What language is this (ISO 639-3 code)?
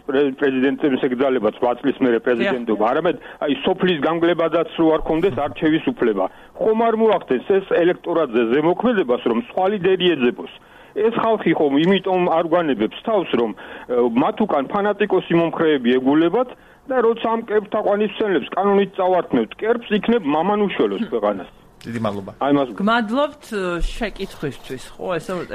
kat